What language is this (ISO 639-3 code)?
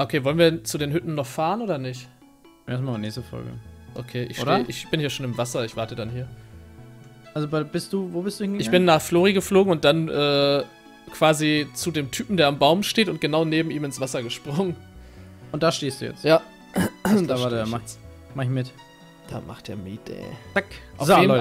deu